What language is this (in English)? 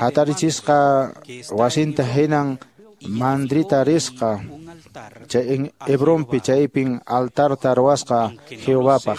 Quechua